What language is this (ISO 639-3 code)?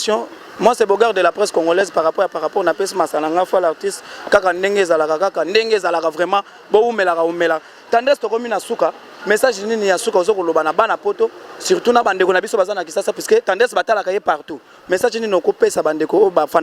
lin